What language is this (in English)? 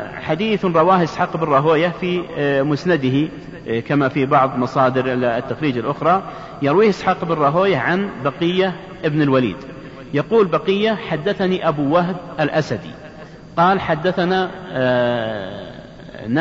Arabic